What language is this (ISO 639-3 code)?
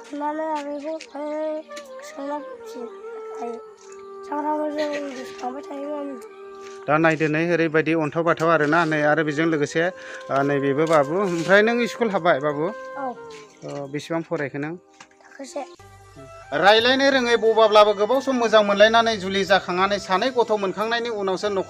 brx